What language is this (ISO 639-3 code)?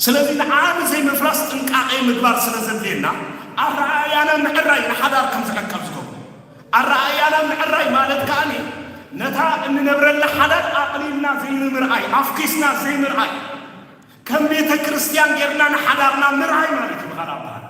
tir